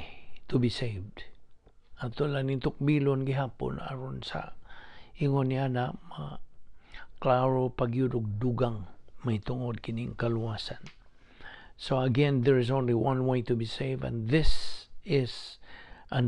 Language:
Cebuano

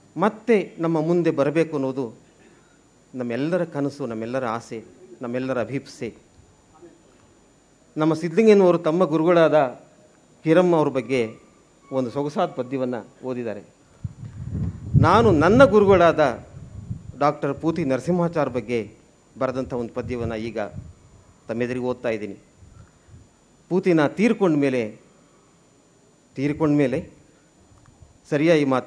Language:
Kannada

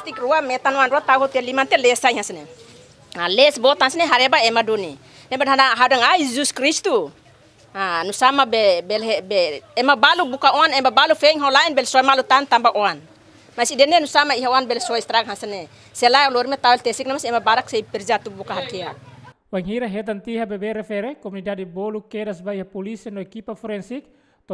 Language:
Tetum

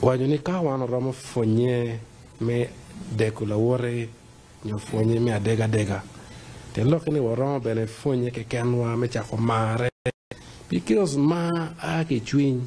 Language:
Acoli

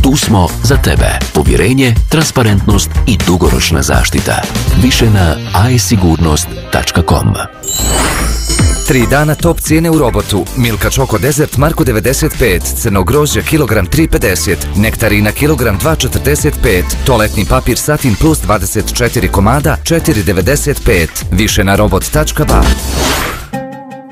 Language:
Bosnian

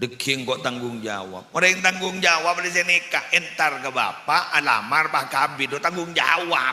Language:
Madurese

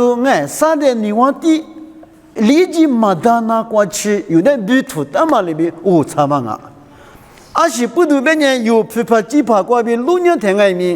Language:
Lisu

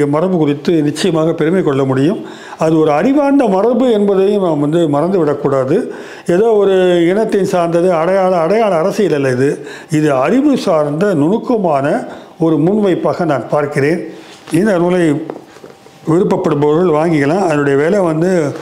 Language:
Tamil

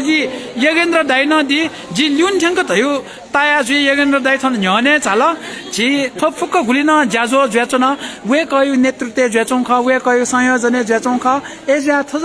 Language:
Newari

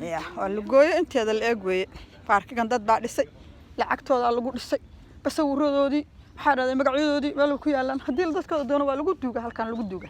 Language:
Somali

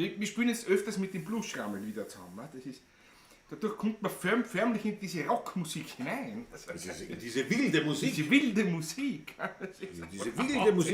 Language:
Bavarian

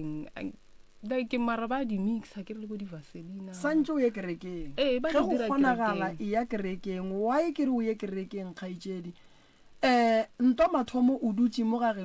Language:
Northern Sotho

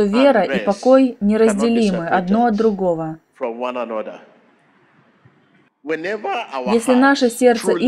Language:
Russian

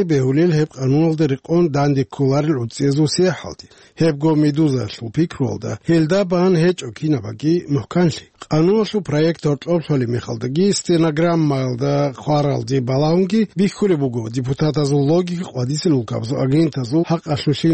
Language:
Avaric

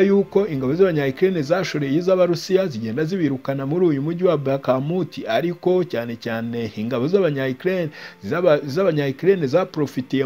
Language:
Kinyarwanda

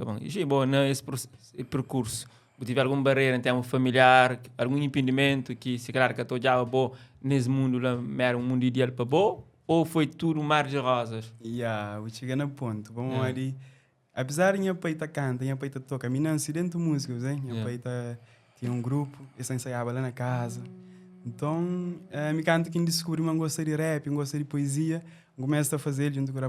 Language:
Kabuverdianu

